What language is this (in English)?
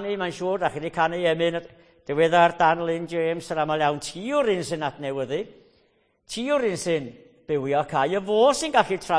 Welsh